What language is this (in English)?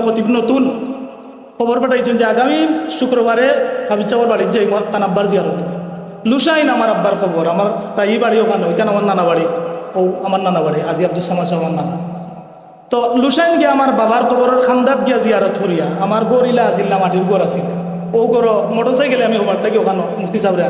Sylheti